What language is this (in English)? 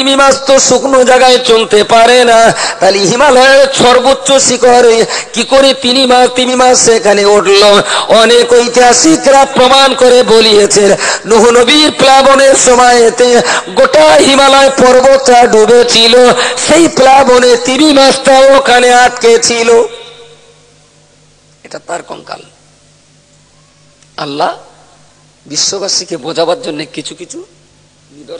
Bangla